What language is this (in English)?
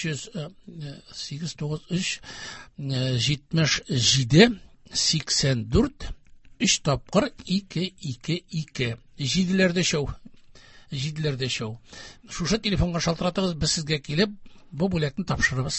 Tatar